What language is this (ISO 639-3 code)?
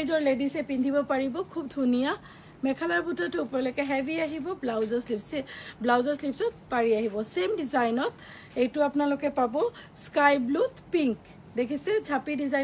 asm